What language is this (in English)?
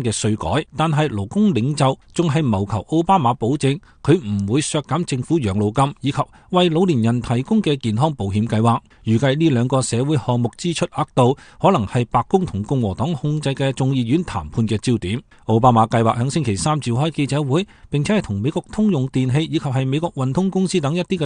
Cantonese